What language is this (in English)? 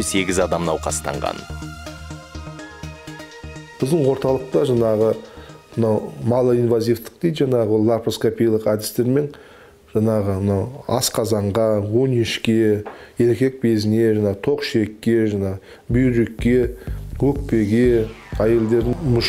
Kazakh